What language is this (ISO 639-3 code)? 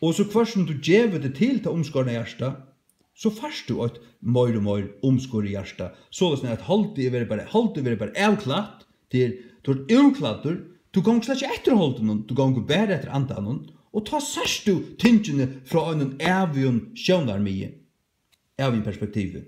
fao